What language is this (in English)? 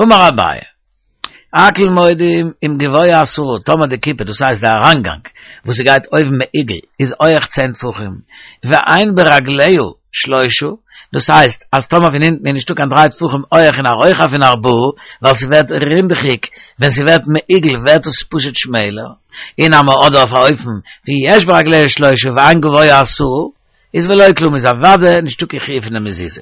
Yiddish